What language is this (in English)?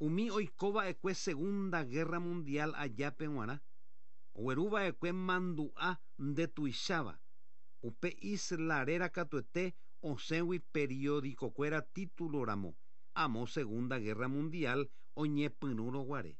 Guarani